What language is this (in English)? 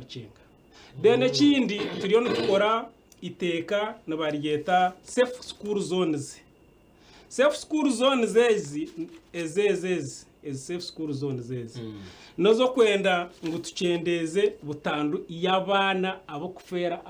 Nyankole